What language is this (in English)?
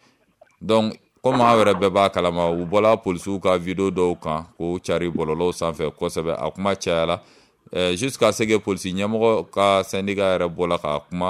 Bambara